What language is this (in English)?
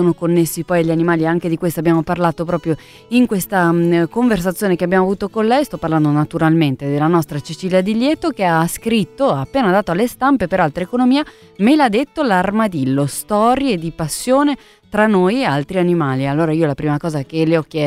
Italian